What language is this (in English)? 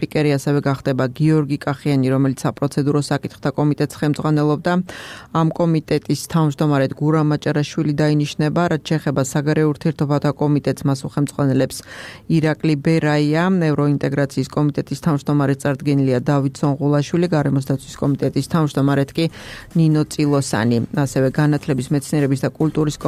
Georgian